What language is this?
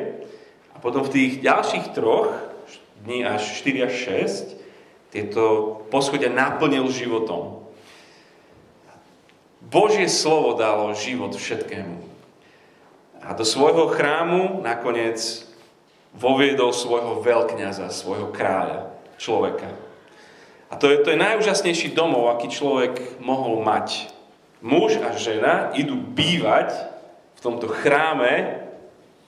Slovak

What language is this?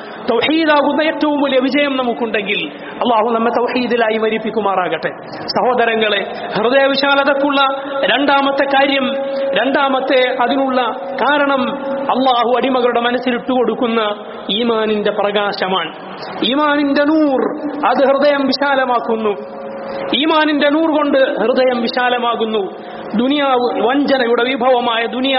Malayalam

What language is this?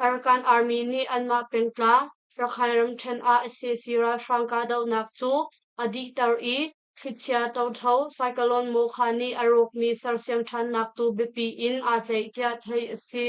Hakha Chin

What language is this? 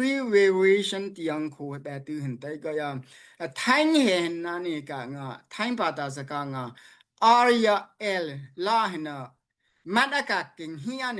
Daai Chin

